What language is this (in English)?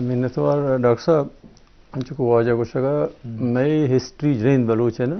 Eastern Balochi